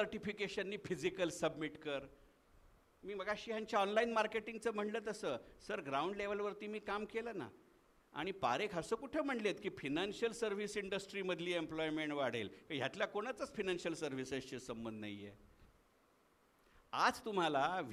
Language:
Marathi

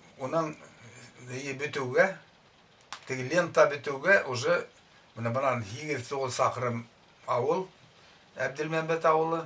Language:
Bashkir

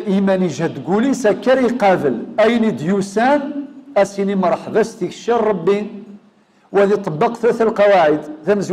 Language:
Kabyle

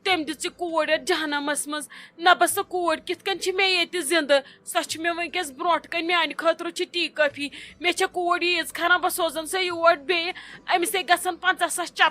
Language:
Kashmiri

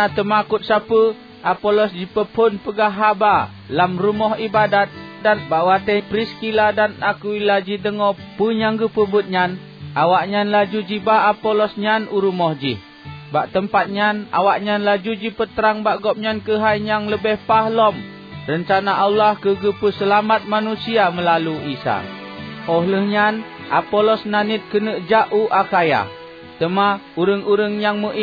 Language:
Achinese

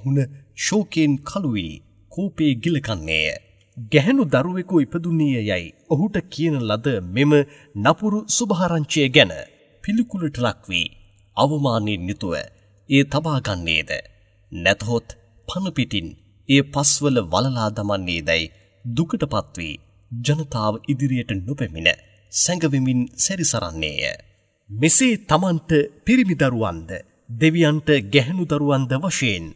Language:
Sinhala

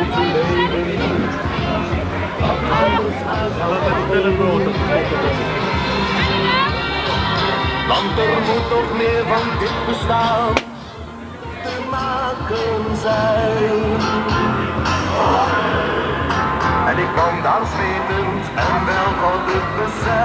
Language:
Dutch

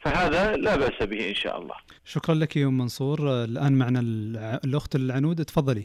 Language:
Najdi Arabic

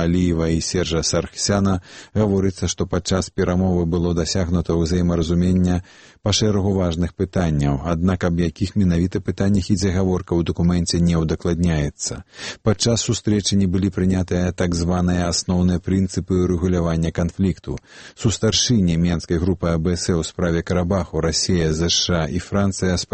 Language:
Belarusian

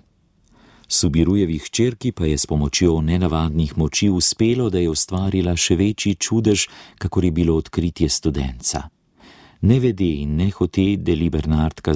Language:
Slovenian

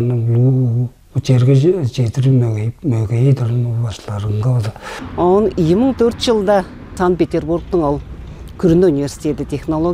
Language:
Tuvinian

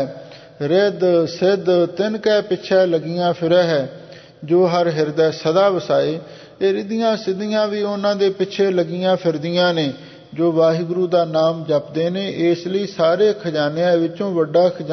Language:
Punjabi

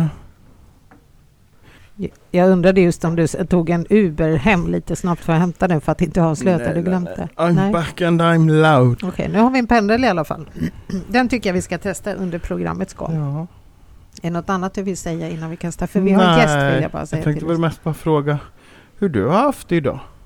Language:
Swedish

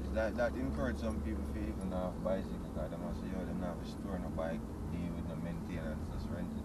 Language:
Jamaican Creole English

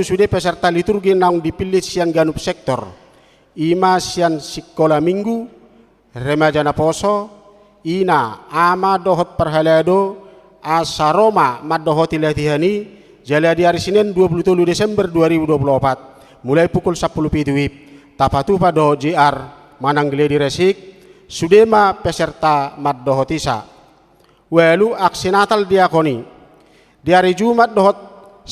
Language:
Batak Toba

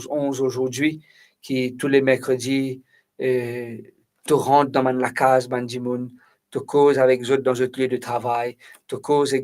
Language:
Morisyen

